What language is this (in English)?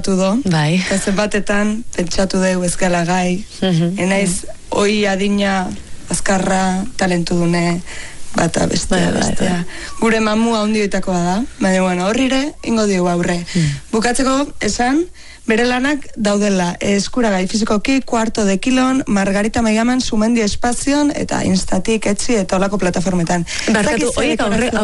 Basque